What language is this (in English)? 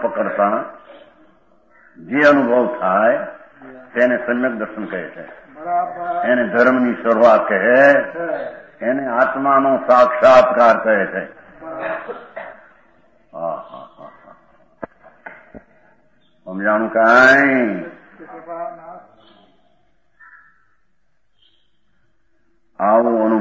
Gujarati